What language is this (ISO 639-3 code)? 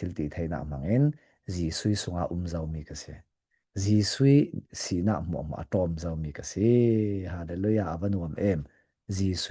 cfm